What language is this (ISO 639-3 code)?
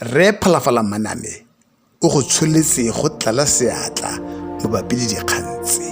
tsn